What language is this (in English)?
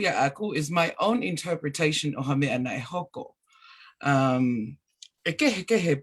Tongan